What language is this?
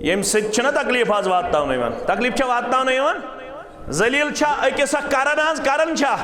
Kashmiri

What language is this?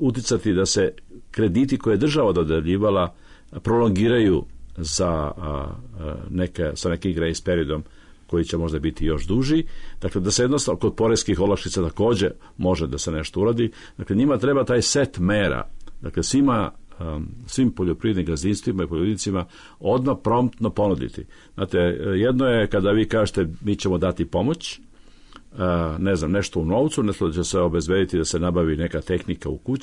Serbian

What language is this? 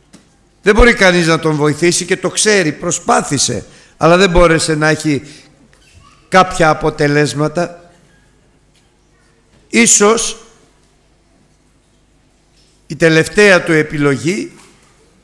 Greek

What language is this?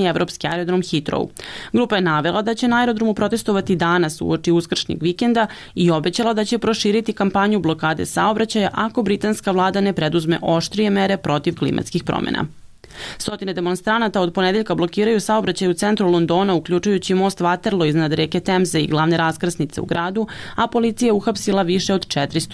Serbian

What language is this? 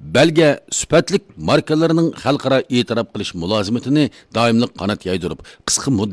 Uyghur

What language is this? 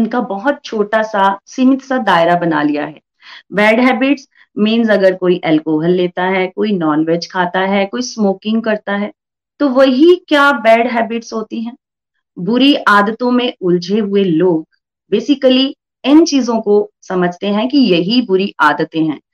Hindi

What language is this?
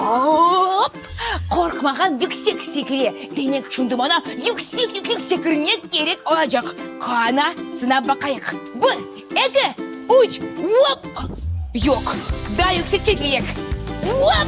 Crimean Tatar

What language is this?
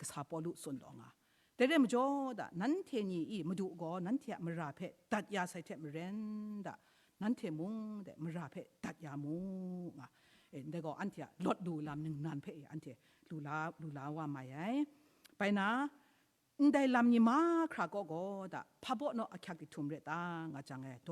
Kachin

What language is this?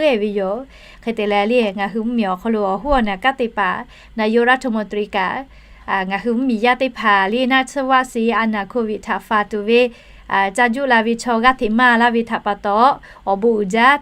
Lahu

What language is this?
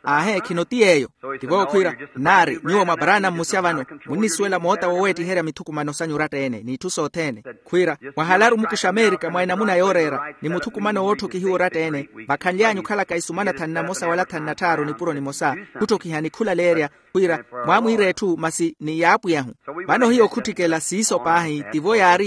Makhuwa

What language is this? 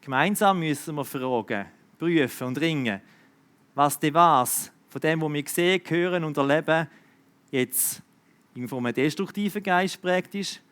Swiss German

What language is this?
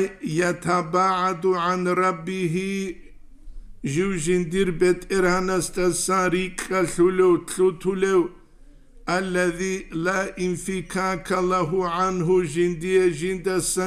Avaric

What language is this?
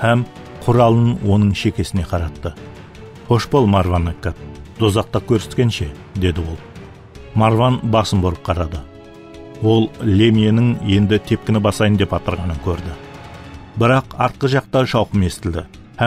Kara-Kalpak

